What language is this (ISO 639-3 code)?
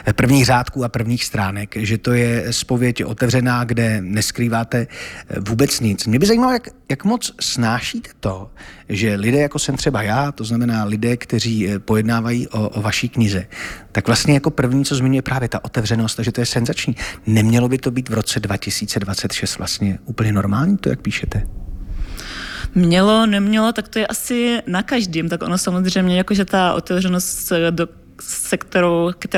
ces